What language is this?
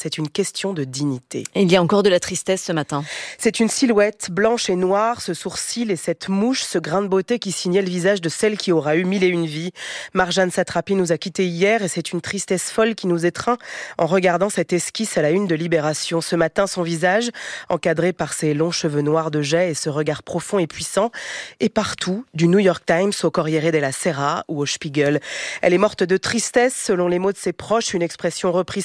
French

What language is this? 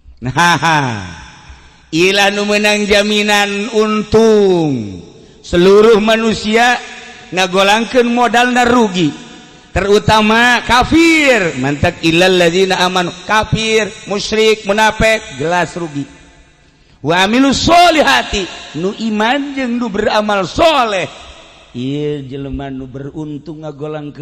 Sundanese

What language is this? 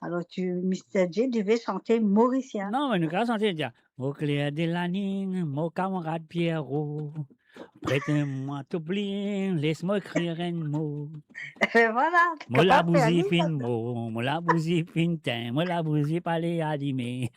Morisyen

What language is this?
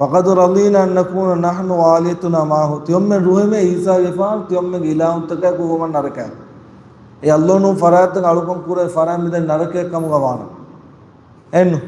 Divehi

